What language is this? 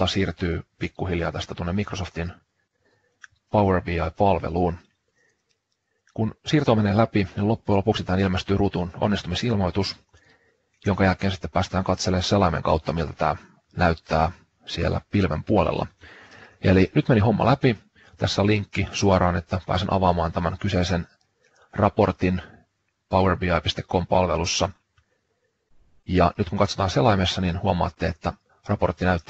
Finnish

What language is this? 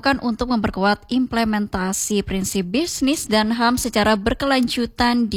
Indonesian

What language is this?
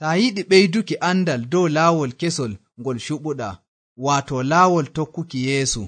Nigerian Fulfulde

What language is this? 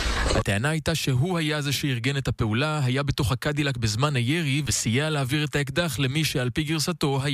Hebrew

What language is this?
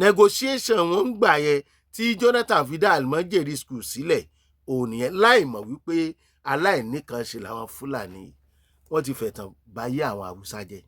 Yoruba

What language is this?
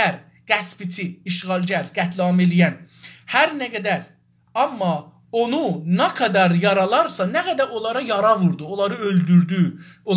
South Azerbaijani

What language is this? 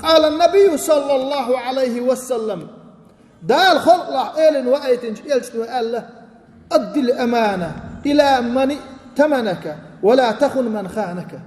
Chechen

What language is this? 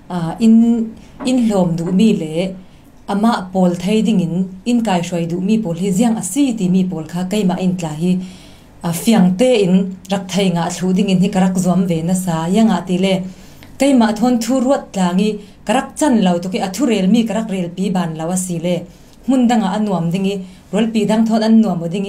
Falam Chin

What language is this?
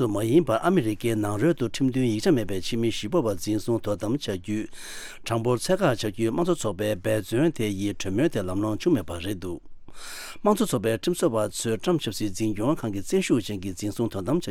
Tibetan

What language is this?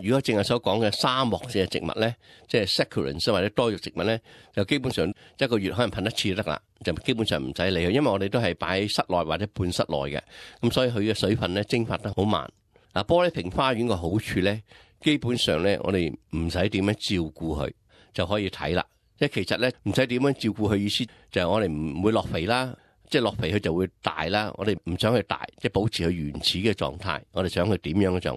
Cantonese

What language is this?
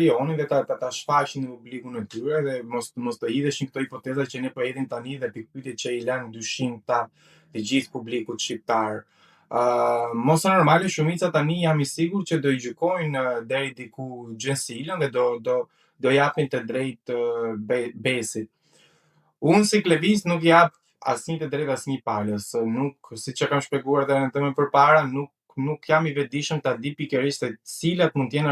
Albanian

